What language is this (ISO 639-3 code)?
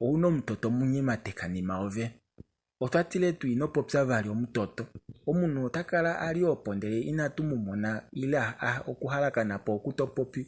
kua